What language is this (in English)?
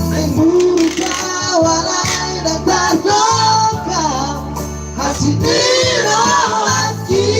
Batak Toba